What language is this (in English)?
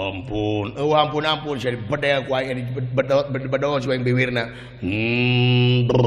Sundanese